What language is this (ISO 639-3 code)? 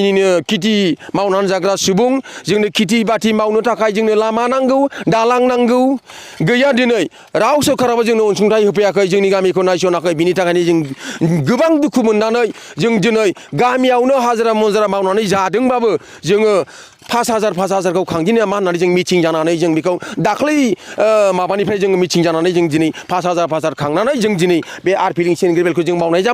brx